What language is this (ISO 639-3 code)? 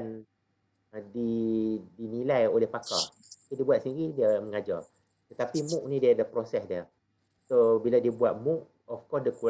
msa